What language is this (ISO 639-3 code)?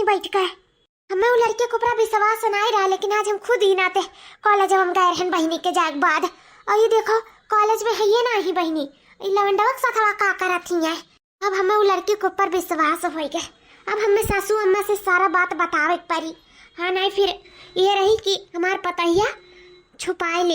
awa